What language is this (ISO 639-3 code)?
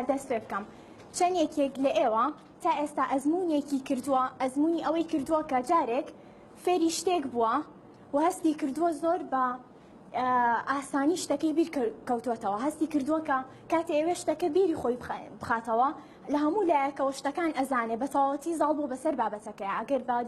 ckb